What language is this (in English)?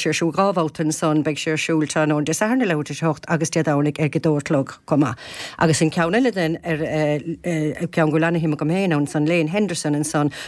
Irish